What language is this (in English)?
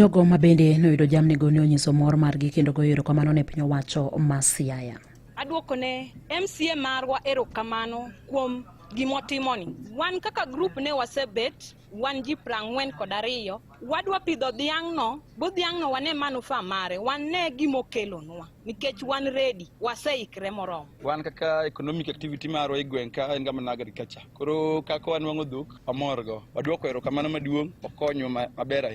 Luo (Kenya and Tanzania)